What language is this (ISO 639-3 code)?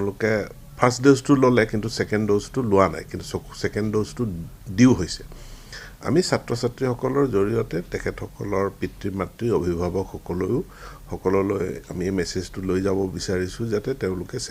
asm